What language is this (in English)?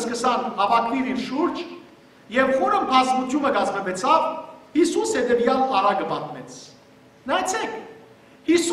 Western Armenian